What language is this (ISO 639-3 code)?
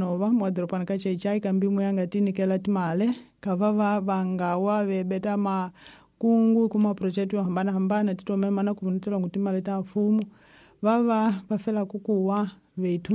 tso